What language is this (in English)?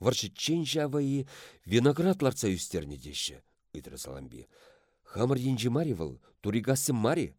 Chuvash